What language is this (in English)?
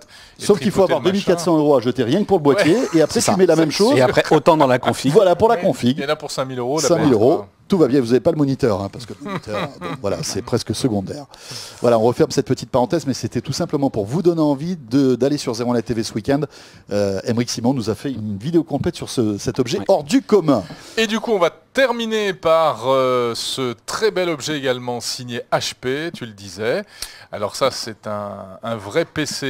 French